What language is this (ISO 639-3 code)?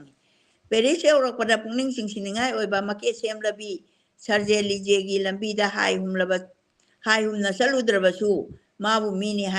mni